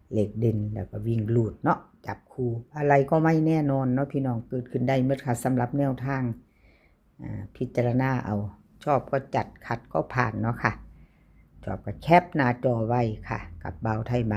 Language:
Northeastern Thai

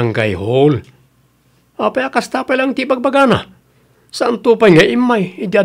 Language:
Iloko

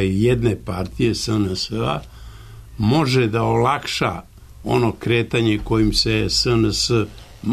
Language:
Serbian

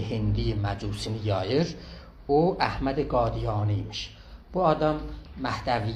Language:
South Azerbaijani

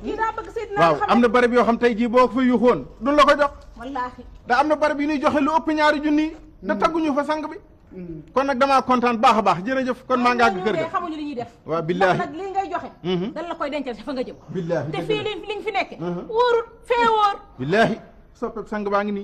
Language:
Wolof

